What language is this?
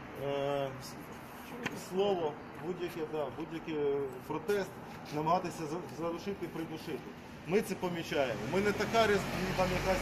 Ukrainian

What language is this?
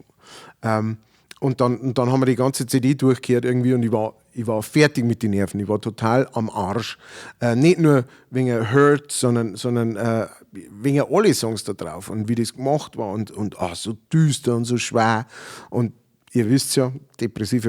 Bavarian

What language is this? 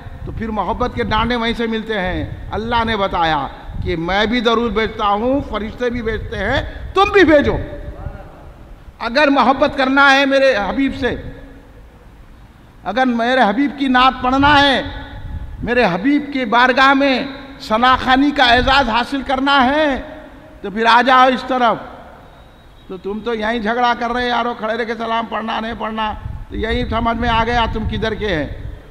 Urdu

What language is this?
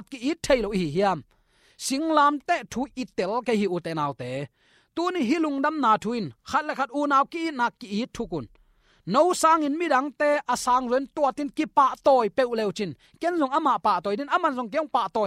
Tedim Chin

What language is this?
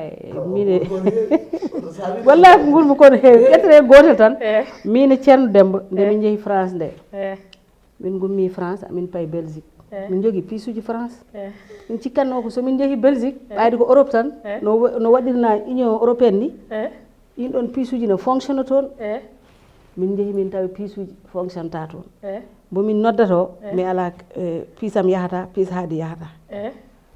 Fula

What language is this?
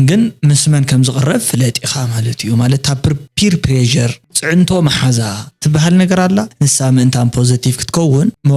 Tigrinya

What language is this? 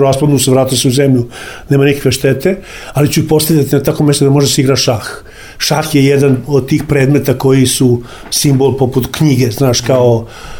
Serbian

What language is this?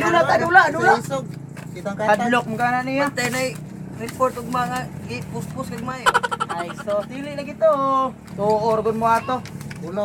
Cebuano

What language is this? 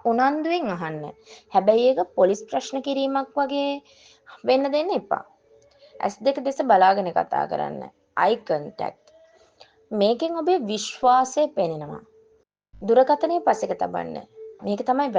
Sinhala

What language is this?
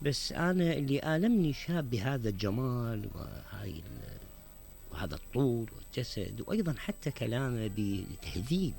Mesopotamian Arabic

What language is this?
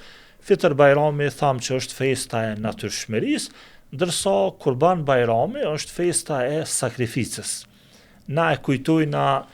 Albanian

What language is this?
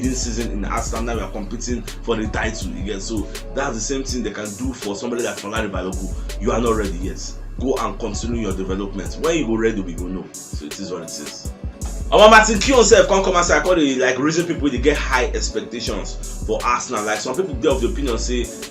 Nigerian Pidgin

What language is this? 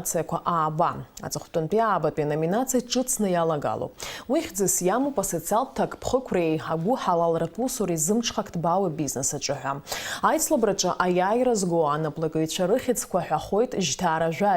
Abkhazian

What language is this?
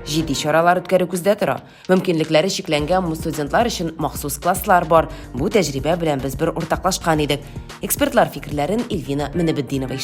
Tatar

